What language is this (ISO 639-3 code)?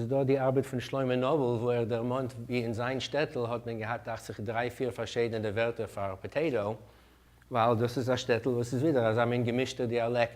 yid